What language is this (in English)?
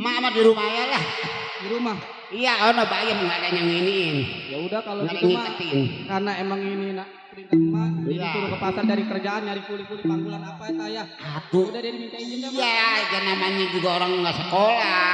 Betawi